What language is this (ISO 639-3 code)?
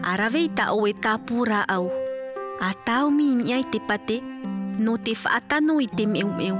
tah